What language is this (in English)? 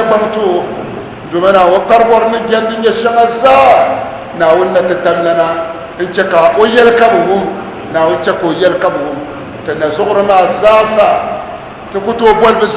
Dagbani